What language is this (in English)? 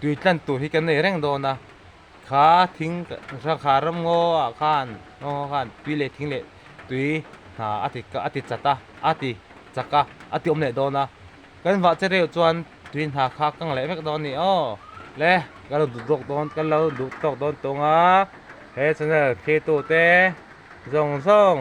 Mizo